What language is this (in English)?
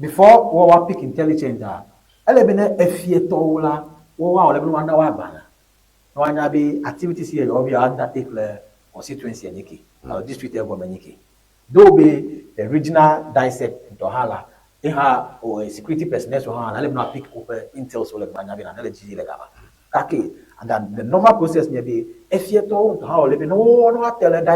Ewe